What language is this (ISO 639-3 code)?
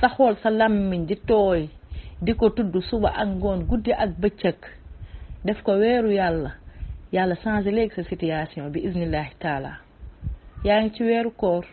wol